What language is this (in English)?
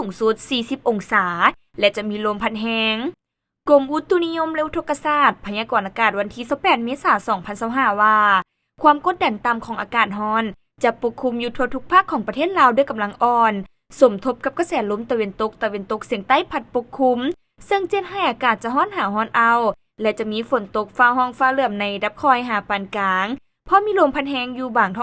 Lao